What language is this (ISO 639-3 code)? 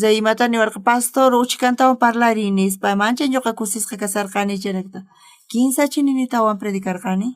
quh